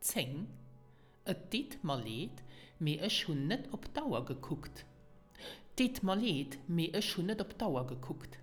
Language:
Luxembourgish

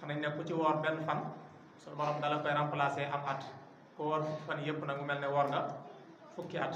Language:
Wolof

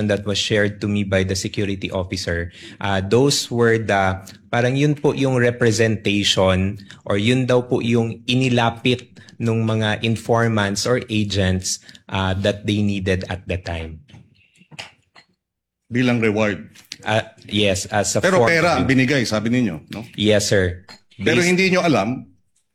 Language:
Filipino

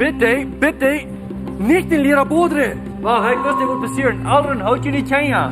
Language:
Plautdietsch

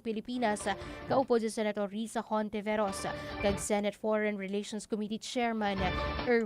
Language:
Hiligaynon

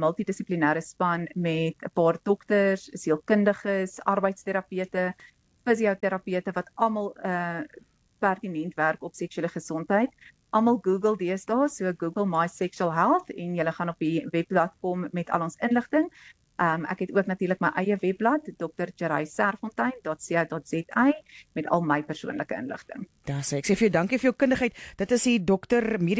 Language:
Afrikaans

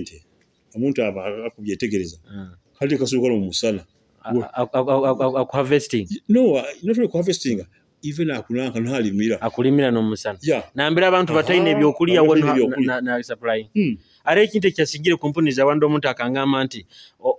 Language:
Nyoro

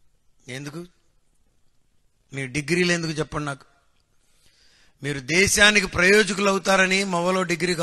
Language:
Telugu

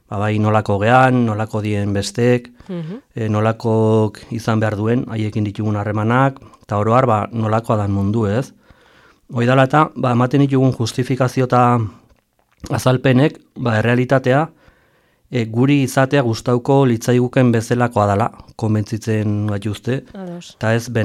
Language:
Basque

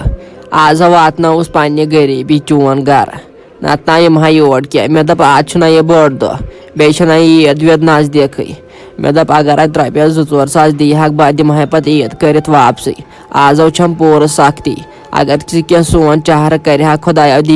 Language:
Kashmiri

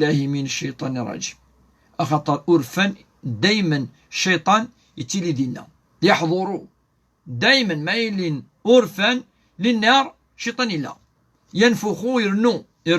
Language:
Kabyle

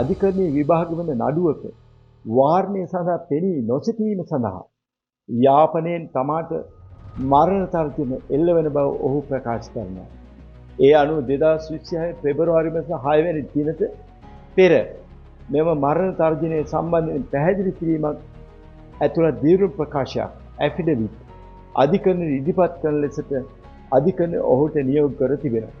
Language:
Sinhala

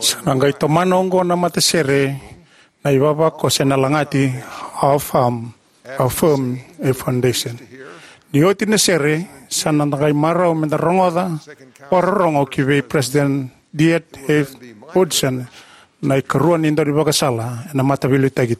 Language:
Fijian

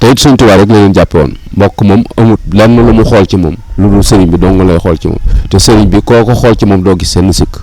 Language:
Wolof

